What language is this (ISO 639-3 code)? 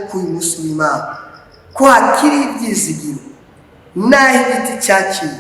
run